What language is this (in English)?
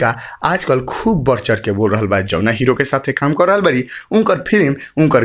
Bhojpuri